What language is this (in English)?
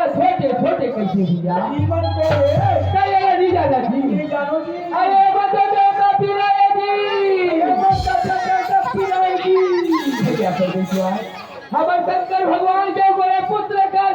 Chhattisgarhi